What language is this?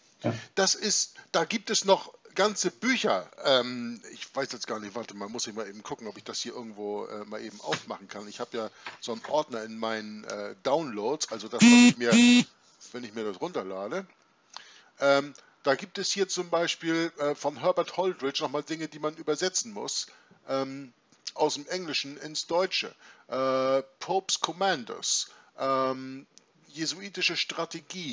German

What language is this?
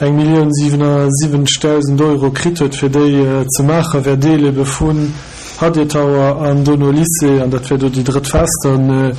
Luxembourgish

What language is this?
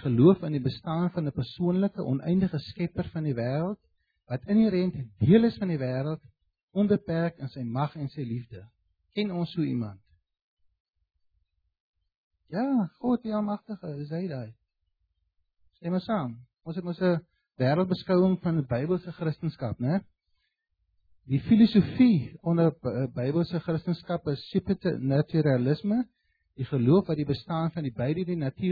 Afrikaans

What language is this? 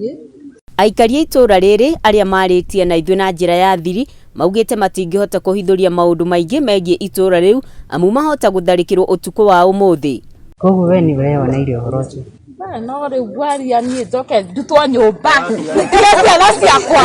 Kikuyu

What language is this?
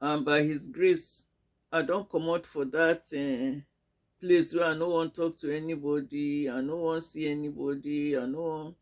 Nigerian Pidgin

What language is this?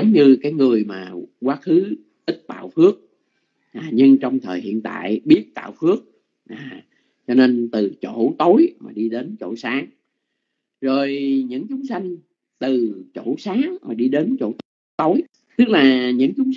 Vietnamese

